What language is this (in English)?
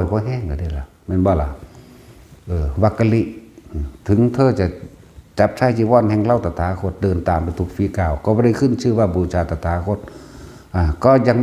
Northeastern Thai